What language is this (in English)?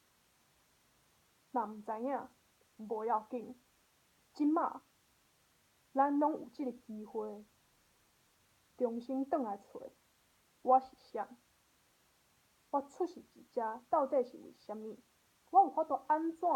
Min Nan Chinese